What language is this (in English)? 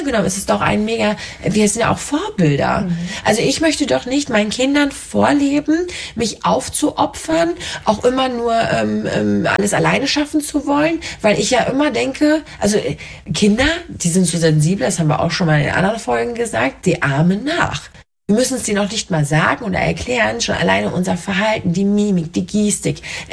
German